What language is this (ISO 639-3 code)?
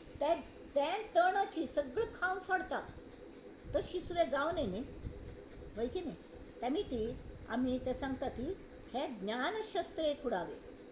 kok